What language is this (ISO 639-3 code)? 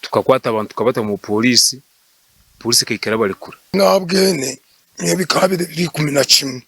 nyn